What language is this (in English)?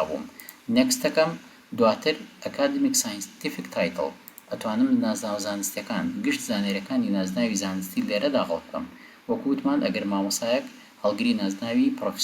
Central Kurdish